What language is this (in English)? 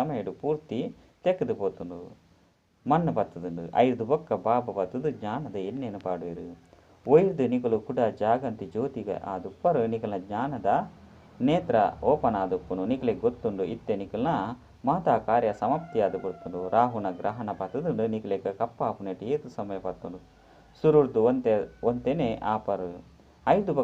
Tulu